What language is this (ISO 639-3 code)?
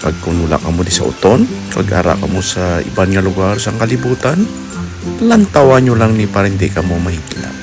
hil